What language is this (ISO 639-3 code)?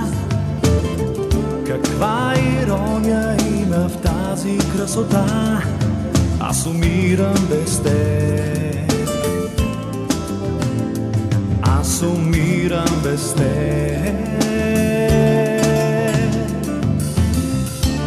bul